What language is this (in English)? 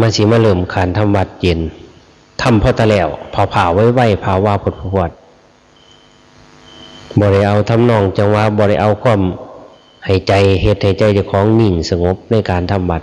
Lao